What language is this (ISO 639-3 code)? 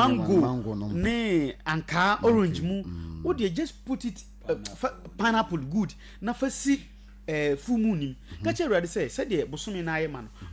aka